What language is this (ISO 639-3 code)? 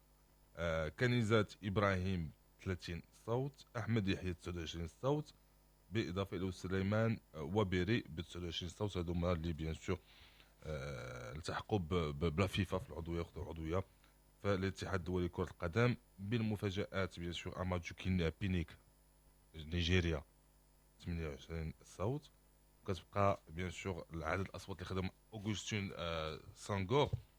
ary